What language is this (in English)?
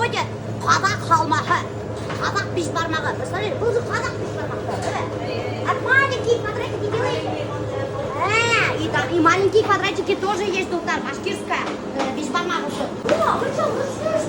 Bashkir